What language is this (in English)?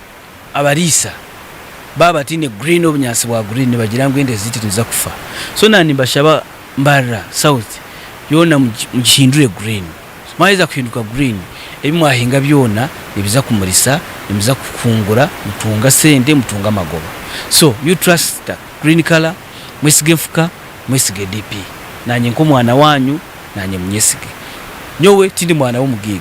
Nyankole